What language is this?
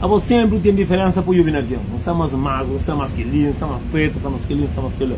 Kabuverdianu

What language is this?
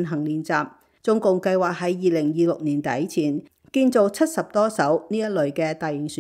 Cantonese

